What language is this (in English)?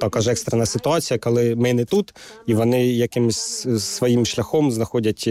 Ukrainian